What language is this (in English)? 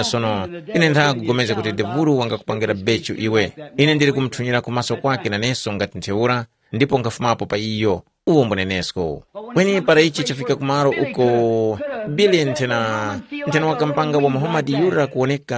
Tumbuka